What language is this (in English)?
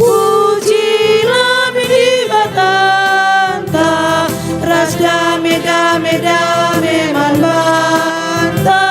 Batak Karo